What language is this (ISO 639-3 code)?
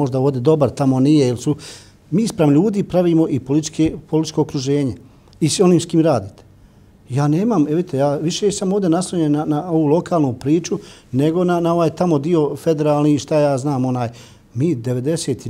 bos